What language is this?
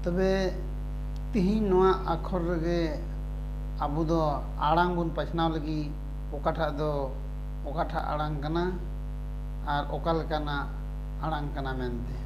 Santali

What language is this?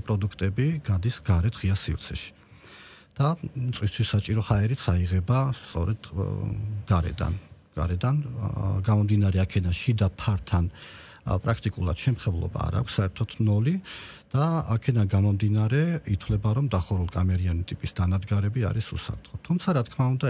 Georgian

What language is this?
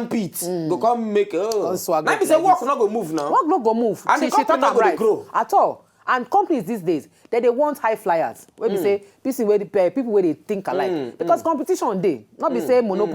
Nigerian Pidgin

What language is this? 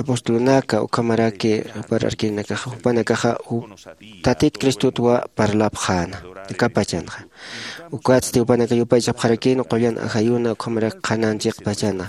Aymara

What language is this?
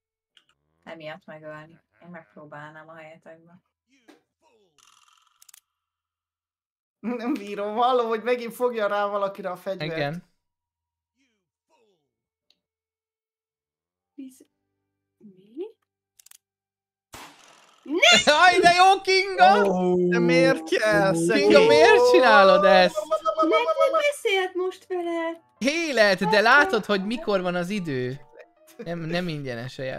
Hungarian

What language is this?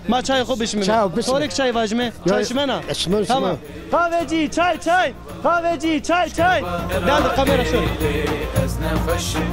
Zaza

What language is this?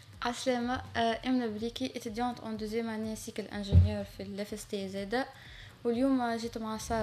Tunisian Arabic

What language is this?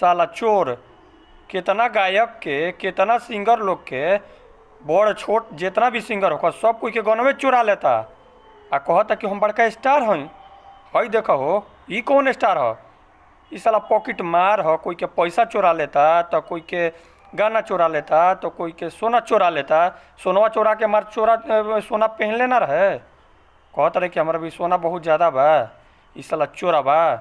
Bhojpuri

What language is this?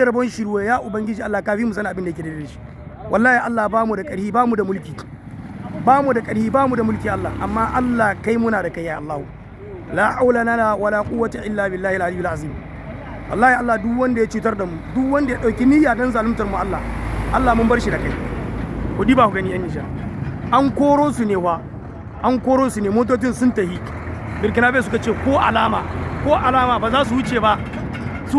Hausa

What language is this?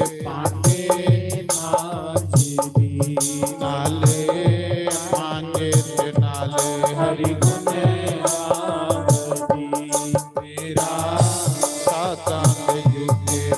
Dogri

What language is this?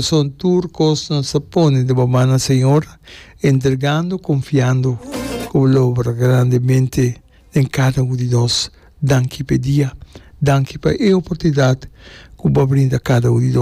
Papiamento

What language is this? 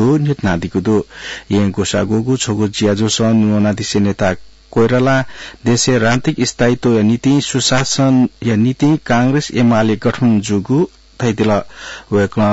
Newari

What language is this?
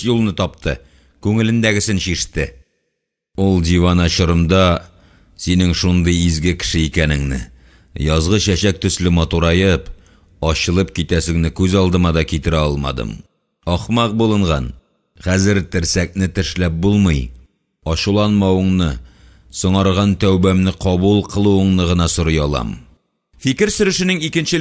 Tatar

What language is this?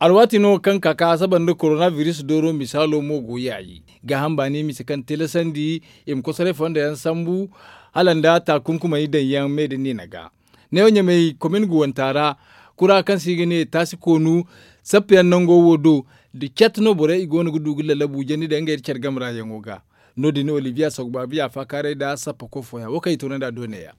Zarma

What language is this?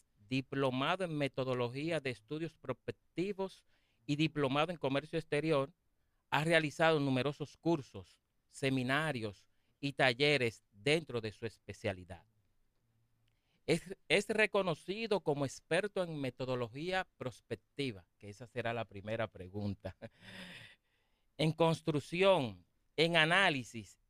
Spanish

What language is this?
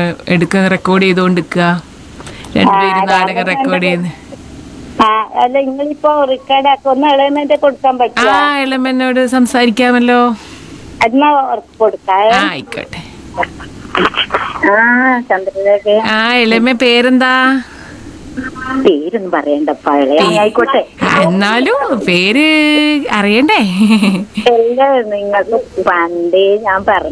Malayalam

